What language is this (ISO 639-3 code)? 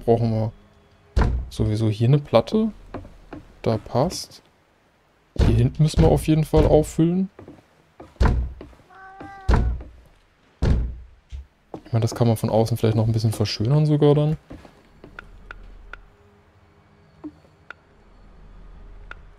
deu